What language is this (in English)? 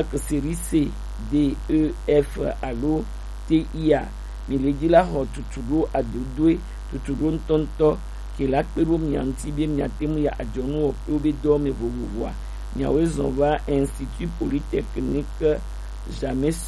Gen